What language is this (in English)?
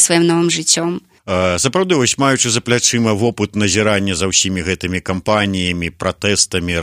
Belarusian